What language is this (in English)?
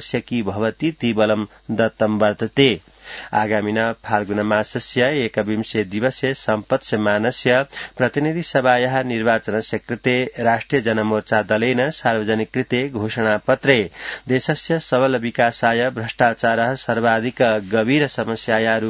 Sanskrit